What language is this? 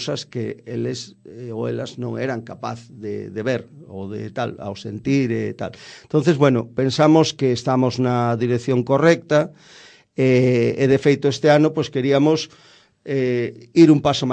Galician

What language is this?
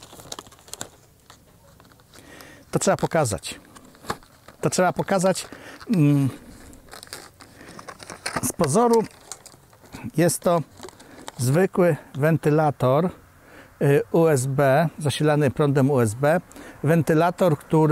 Polish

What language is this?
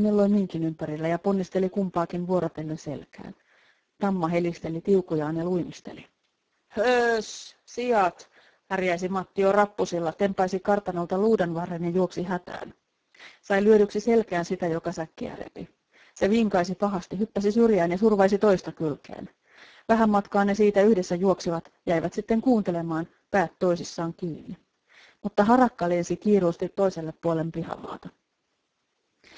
Finnish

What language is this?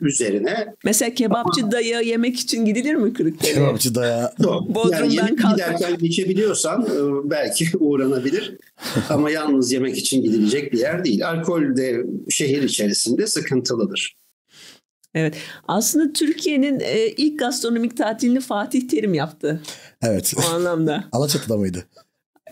Turkish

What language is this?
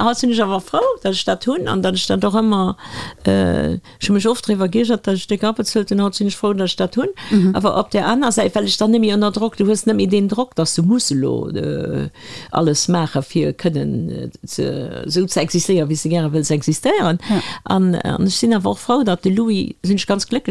Luxembourgish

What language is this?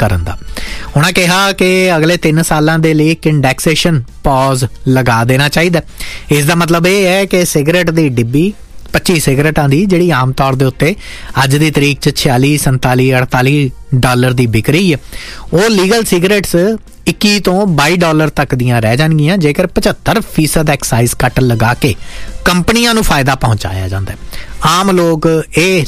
Punjabi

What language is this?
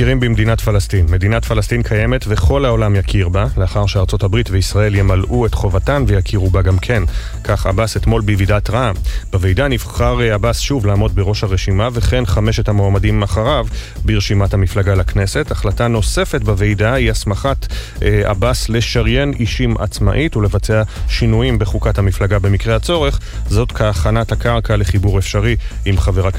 Hebrew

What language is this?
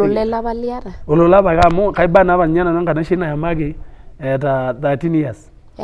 Masai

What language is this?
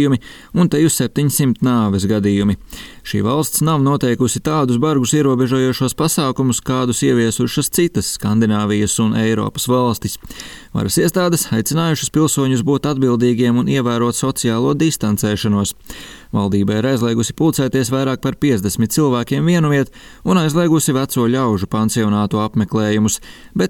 Latvian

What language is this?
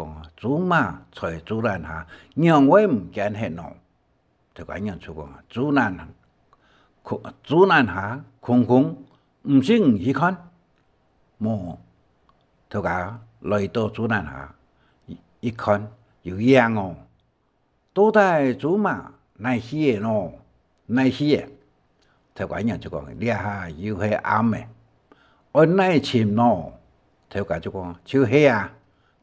Hakka Chinese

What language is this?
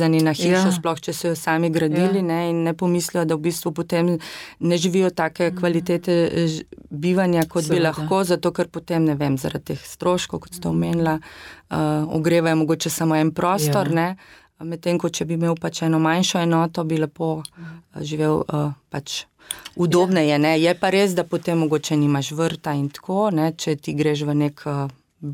Slovenian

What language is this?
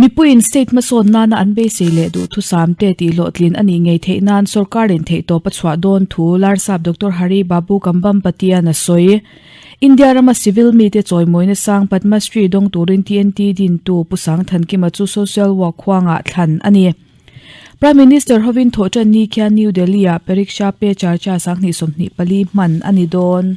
Mizo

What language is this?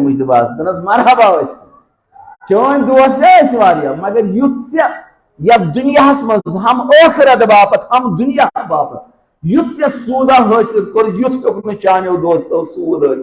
Kashmiri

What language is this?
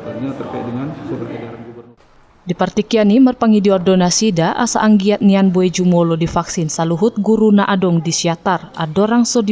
Batak Toba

